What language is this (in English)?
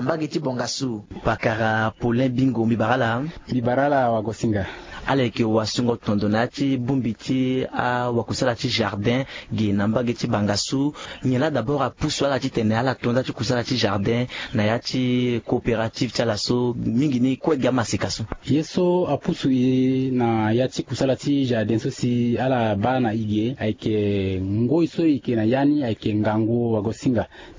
Sango